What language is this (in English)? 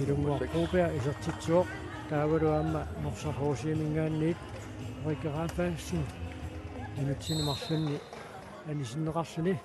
Kalaallisut